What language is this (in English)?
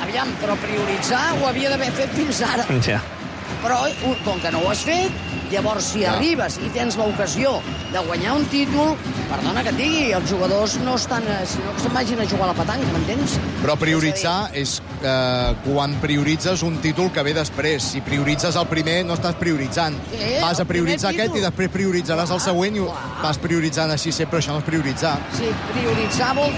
Catalan